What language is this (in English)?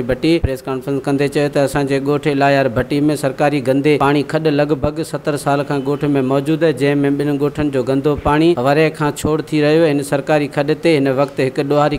Sindhi